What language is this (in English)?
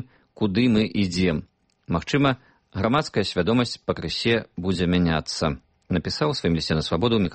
Belarusian